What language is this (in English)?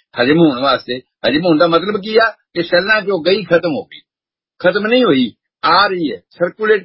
Punjabi